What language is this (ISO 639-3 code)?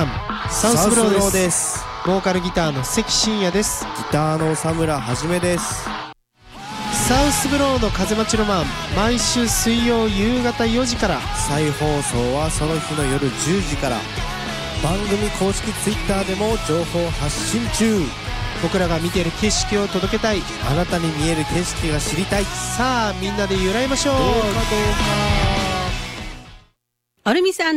jpn